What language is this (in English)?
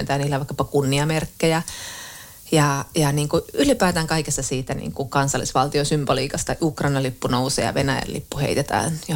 Finnish